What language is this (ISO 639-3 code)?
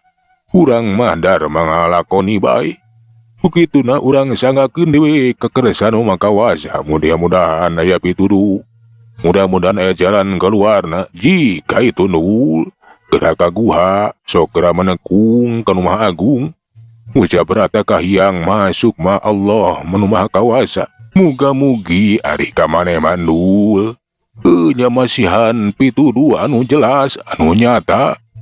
sun